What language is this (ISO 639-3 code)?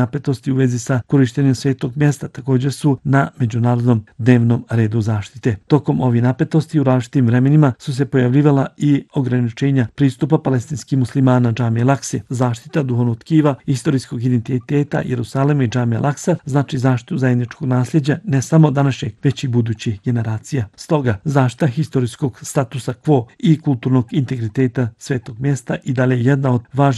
bos